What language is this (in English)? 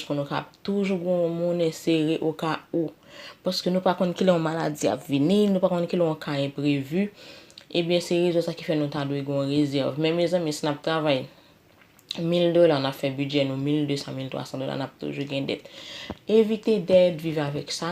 Haitian Creole